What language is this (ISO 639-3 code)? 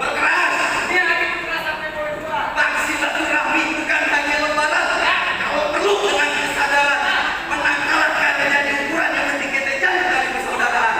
bew